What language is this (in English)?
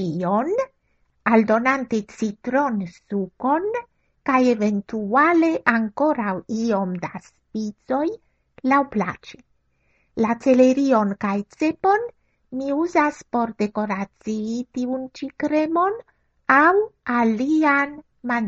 Esperanto